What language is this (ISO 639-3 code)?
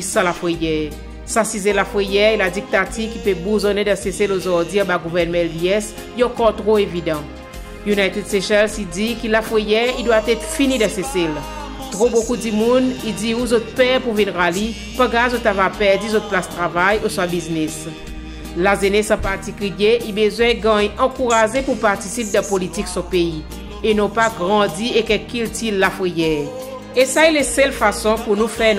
crs